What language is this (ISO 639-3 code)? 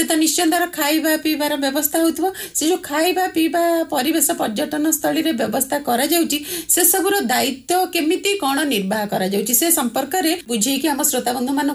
ori